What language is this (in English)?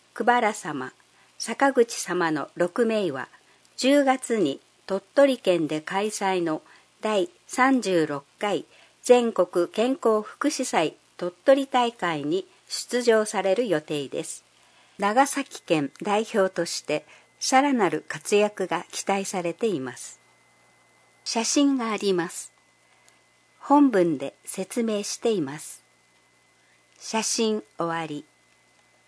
Japanese